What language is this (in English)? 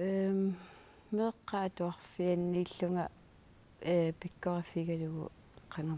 Kalaallisut